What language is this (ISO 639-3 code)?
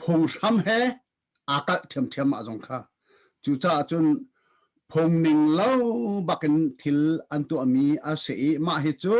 cnh